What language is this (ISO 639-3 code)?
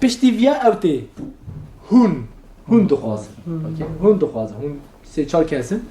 kur